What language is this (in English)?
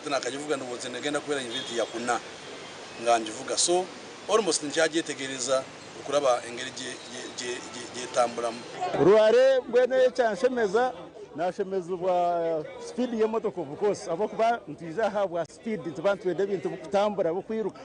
Nyankole